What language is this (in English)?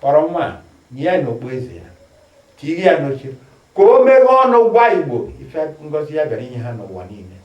Igbo